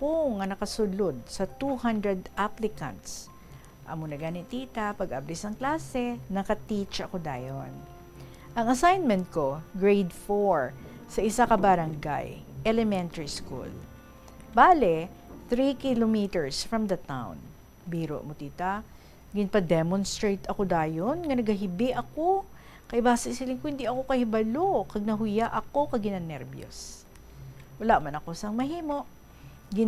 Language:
Hiligaynon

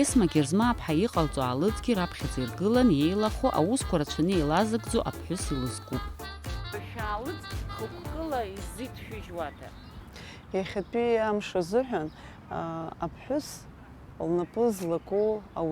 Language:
Abkhazian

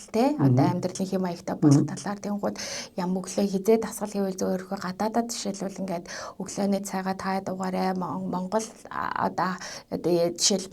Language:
Mongolian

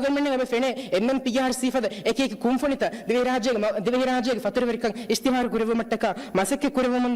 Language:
Divehi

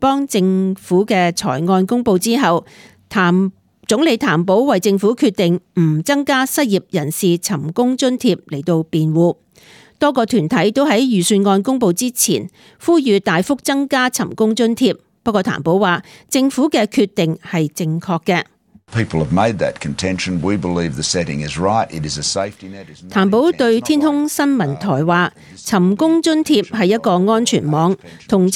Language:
Cantonese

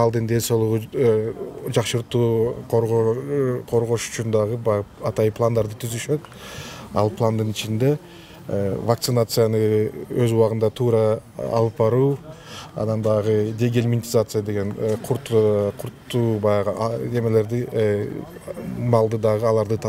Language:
Kyrgyz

